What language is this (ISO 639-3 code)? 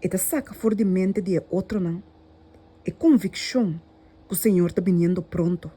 pap